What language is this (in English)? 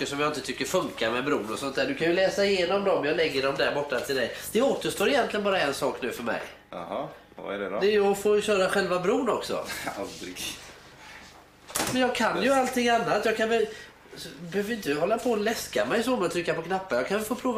Swedish